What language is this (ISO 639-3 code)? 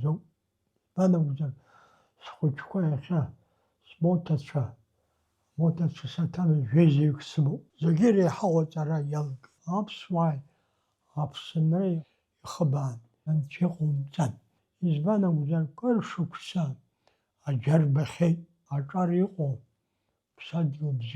abk